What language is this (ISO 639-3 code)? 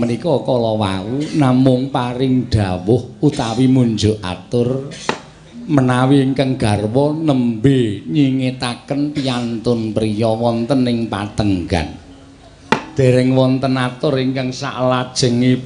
jav